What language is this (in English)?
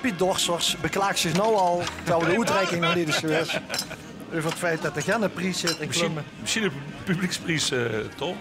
Limburgish